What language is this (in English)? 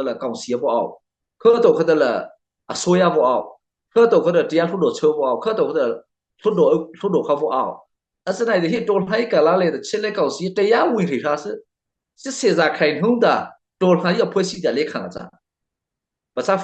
Mara Chin